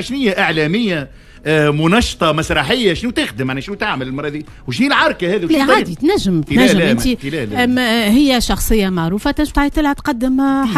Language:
Tunisian Arabic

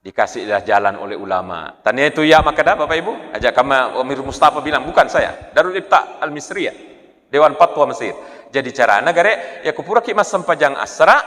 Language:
Buginese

